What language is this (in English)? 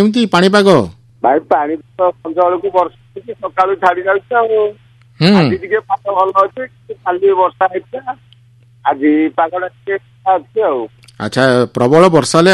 Odia